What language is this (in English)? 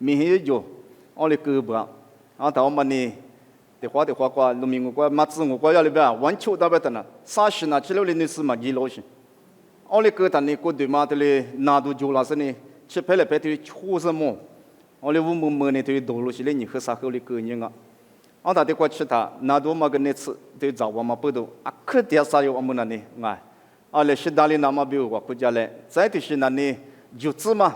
Lisu